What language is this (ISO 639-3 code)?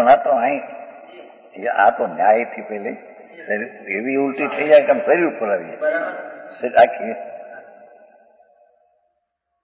guj